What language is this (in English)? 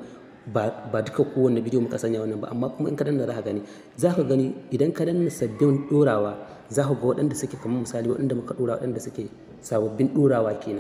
Hausa